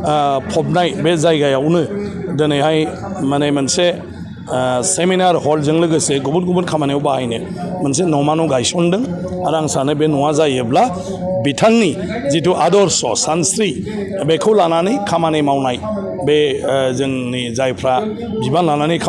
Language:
Bodo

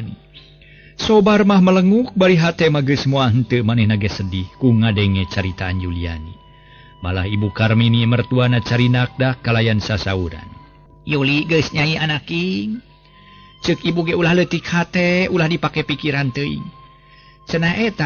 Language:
Sundanese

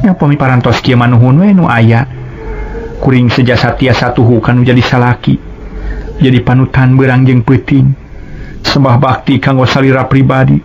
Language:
Sundanese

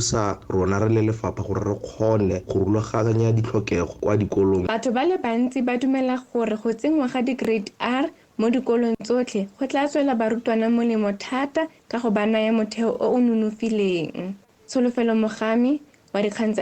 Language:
Tswana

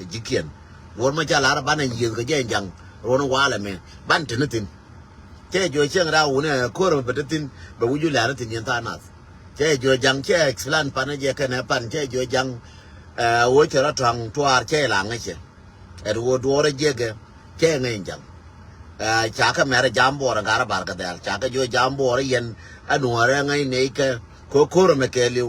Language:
Nuer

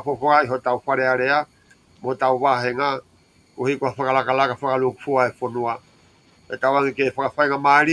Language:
Tongan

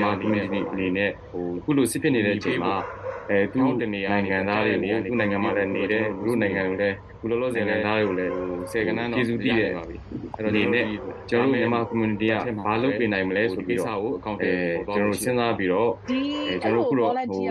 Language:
Burmese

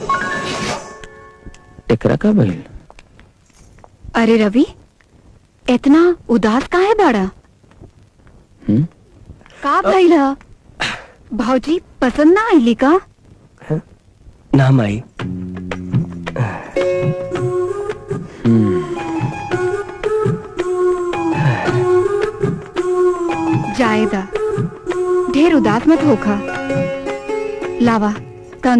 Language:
Bhojpuri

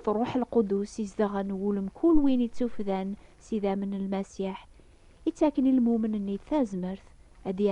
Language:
Kabyle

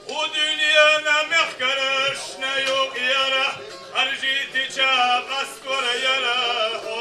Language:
Chechen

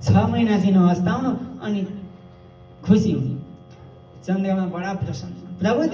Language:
Nepali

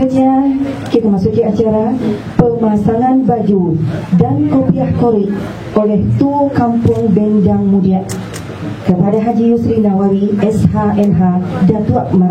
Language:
Minangkabau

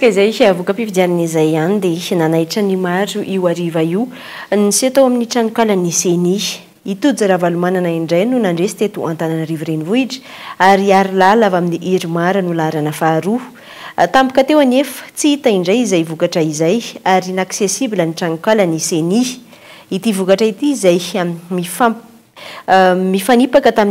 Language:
Malagasy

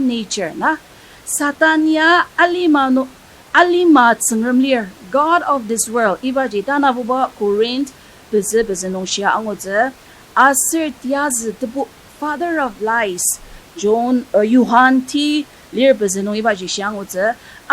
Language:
Ao Naga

